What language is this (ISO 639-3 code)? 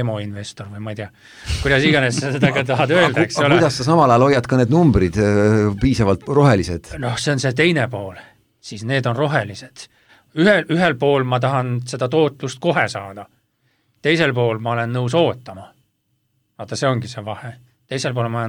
est